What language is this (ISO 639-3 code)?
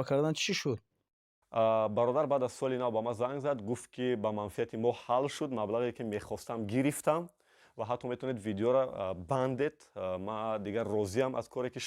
tgk